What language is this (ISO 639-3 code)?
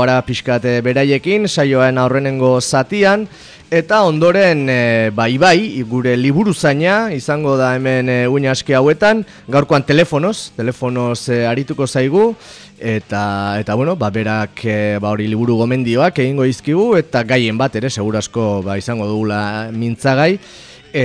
eus